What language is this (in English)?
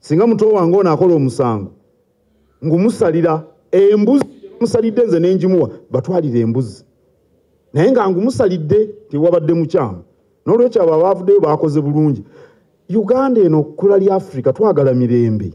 Ganda